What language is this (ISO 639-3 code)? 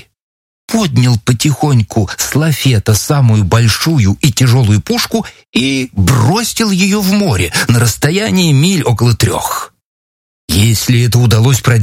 rus